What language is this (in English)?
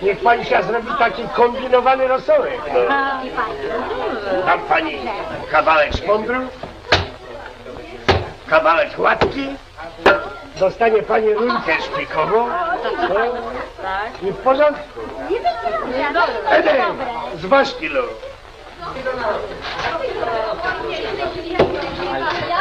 Polish